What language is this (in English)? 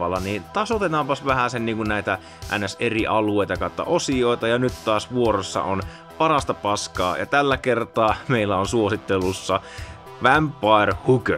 Finnish